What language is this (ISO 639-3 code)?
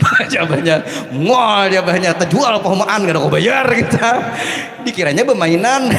bjn